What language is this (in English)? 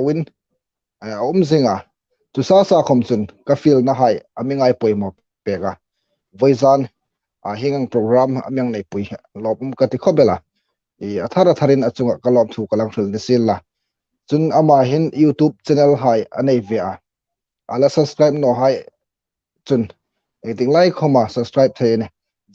Hmar